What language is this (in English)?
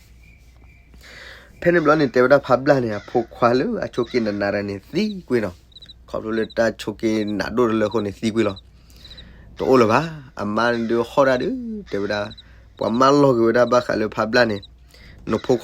S'gaw Karen